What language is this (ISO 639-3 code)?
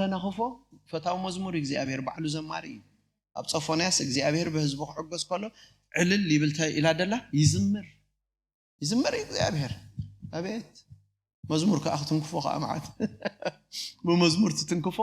tir